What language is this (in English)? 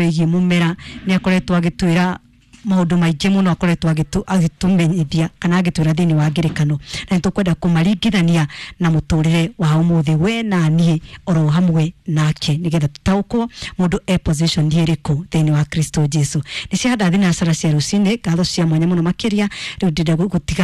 Kikuyu